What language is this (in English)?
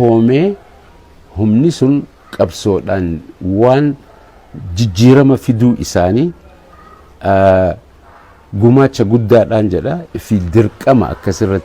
Oromo